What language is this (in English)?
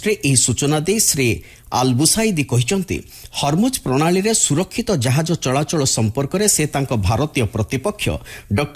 Odia